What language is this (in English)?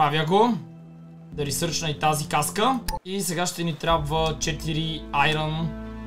Bulgarian